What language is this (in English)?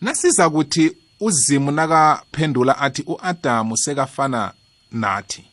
South Ndebele